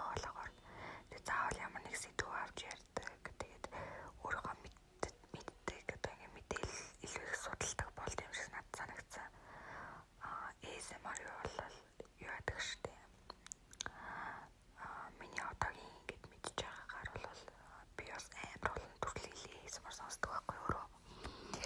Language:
Mongolian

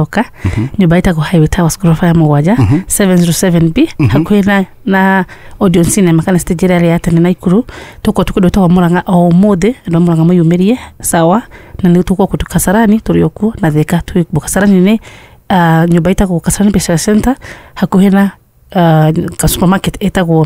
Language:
Kikuyu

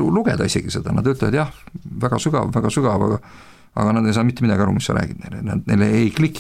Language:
Estonian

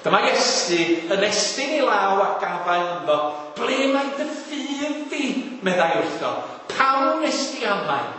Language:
Welsh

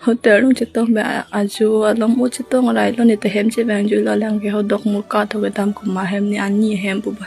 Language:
Karbi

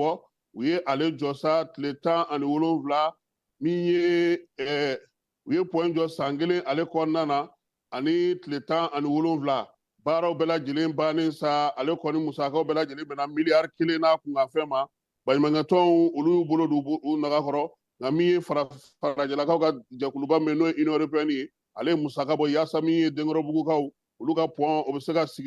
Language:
Bambara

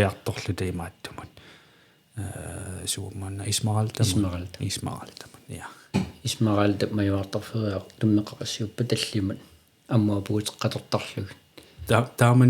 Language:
Kalaallisut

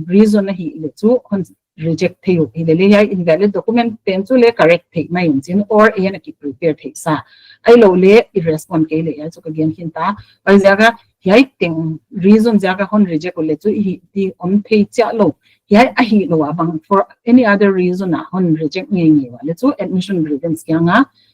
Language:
Paite Chin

